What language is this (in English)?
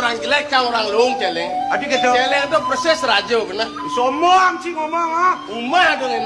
Balinese